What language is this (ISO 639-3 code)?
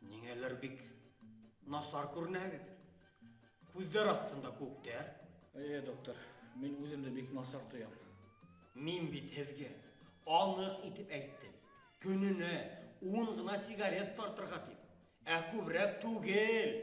bak